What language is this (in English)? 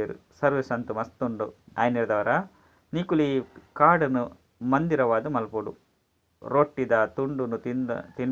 Tulu